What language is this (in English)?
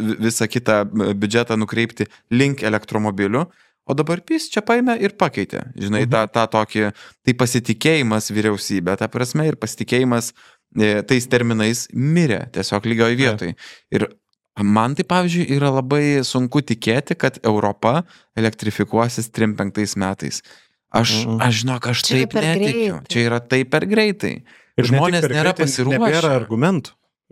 Lithuanian